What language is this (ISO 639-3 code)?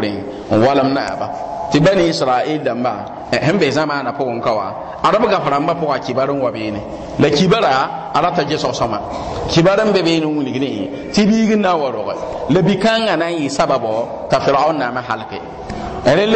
mos